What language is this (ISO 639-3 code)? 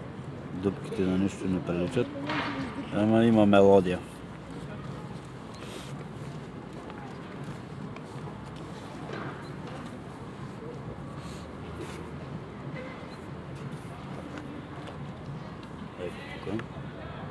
bul